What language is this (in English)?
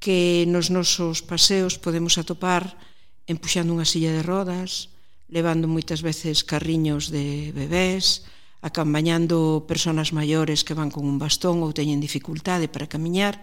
Galician